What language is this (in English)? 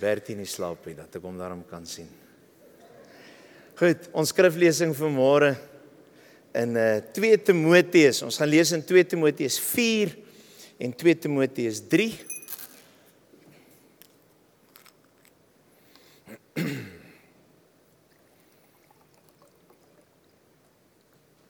Afrikaans